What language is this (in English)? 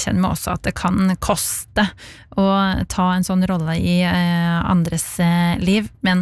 Norwegian